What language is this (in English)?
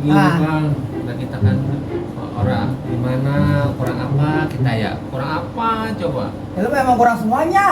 Betawi